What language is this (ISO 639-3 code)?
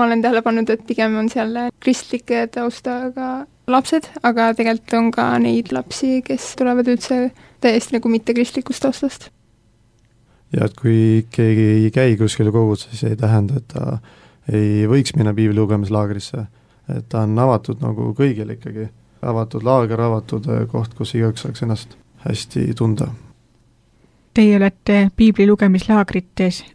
est